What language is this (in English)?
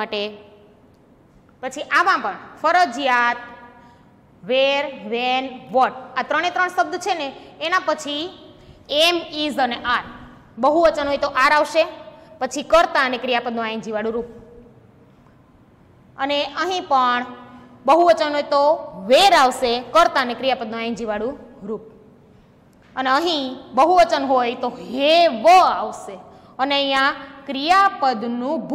Gujarati